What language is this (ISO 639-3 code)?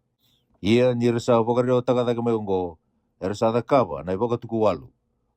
fij